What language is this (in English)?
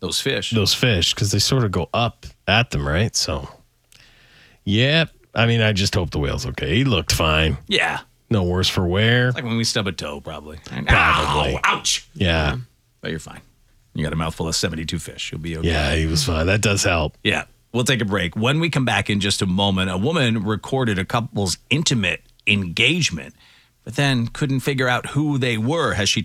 English